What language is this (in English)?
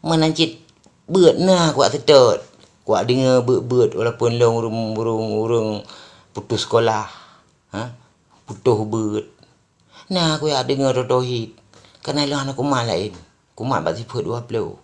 Achinese